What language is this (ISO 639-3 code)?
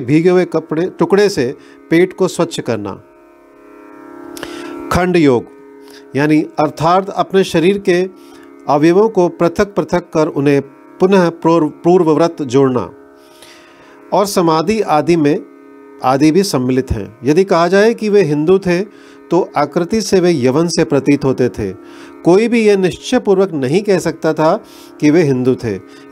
hin